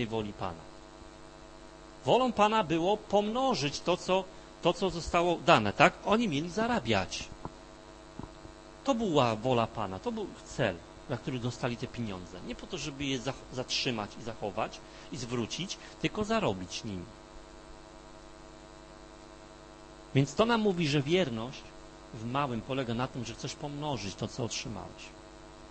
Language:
Polish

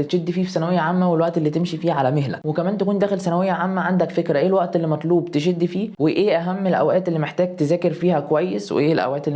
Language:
Egyptian Arabic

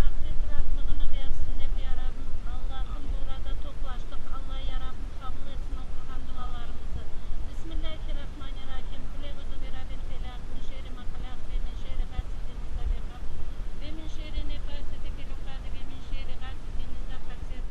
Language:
Crimean Tatar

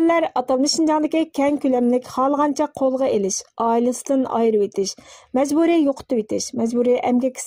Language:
Uyghur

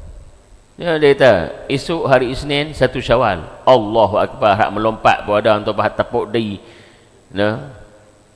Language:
Malay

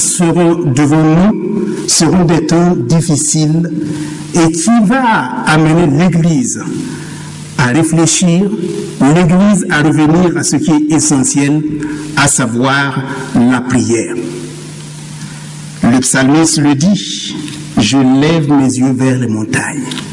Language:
French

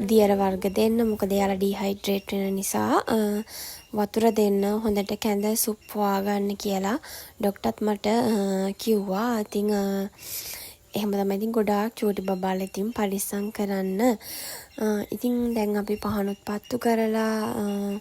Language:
Sinhala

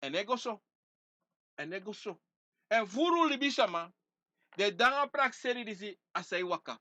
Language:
Sranan Tongo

